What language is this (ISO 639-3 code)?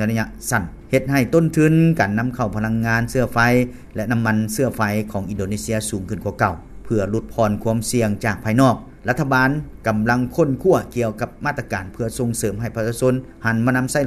lao